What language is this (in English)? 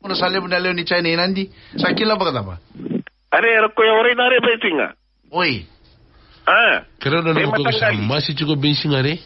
Fijian